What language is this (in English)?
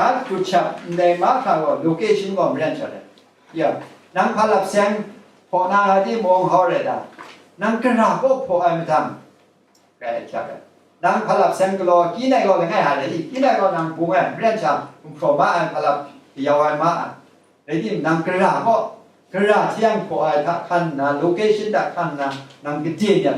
Kachin